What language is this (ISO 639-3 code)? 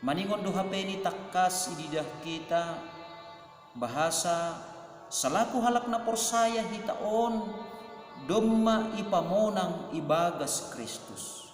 bts